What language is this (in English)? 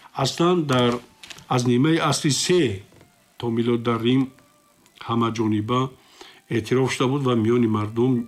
Tajik